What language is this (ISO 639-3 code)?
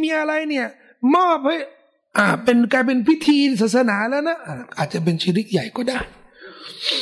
tha